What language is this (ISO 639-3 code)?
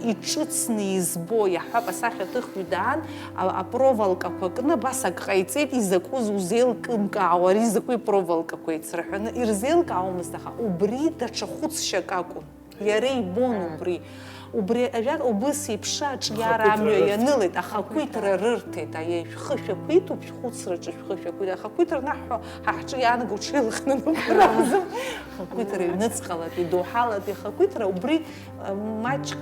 abk